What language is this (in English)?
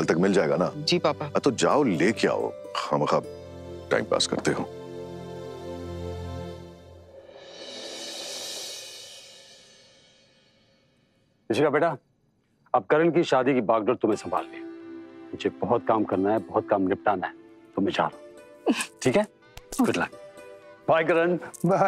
Hindi